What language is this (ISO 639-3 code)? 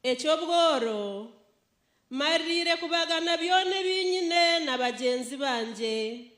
nyn